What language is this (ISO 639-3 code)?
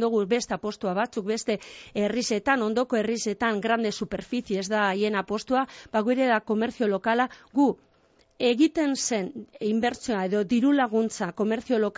eus